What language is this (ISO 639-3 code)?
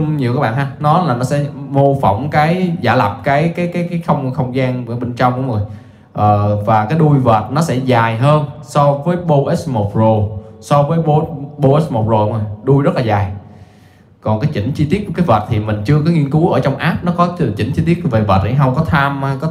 vie